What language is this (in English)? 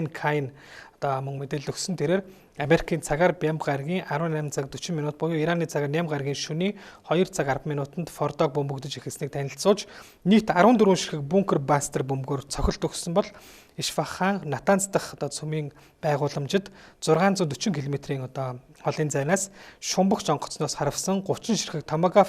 Mongolian